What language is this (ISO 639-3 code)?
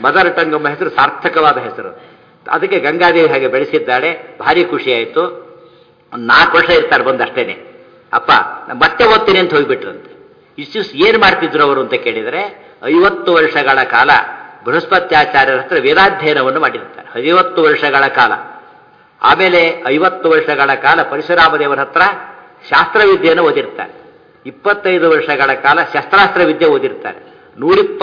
kan